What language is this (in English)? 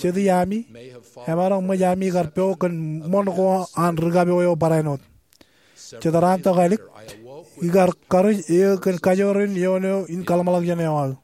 Marshallese